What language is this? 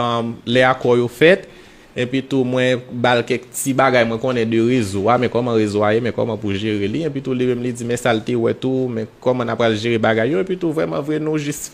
Haitian Creole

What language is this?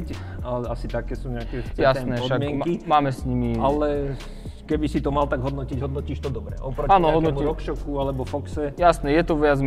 Slovak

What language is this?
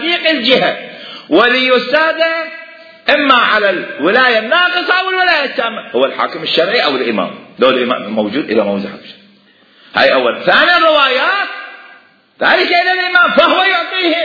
Mesopotamian Arabic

